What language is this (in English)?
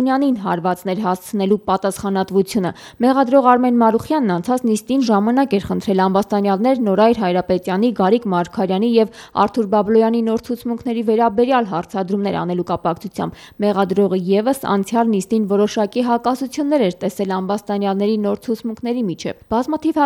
Armenian